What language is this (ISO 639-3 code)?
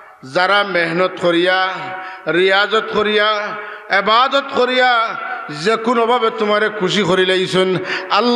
syl